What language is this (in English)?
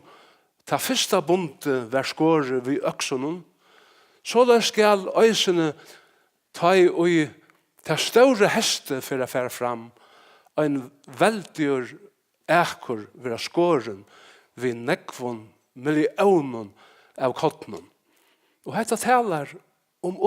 Faroese